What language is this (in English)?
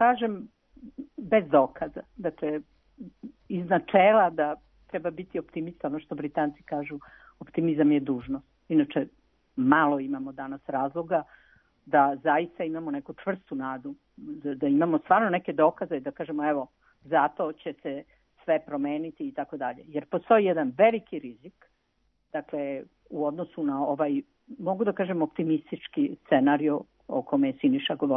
Serbian